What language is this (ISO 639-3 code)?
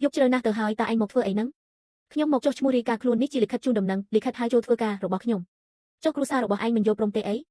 khm